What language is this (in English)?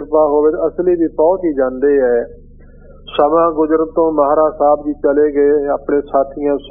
Punjabi